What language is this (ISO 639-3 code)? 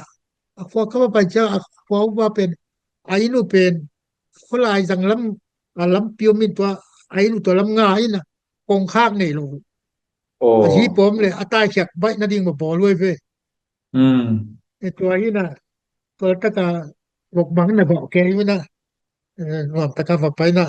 ctd